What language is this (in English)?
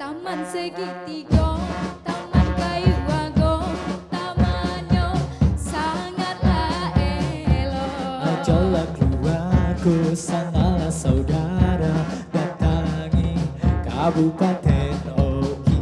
Musi